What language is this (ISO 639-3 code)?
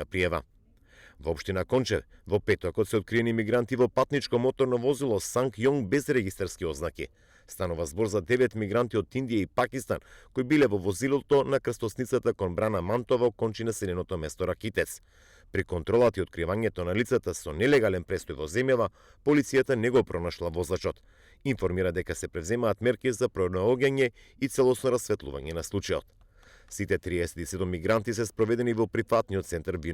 mkd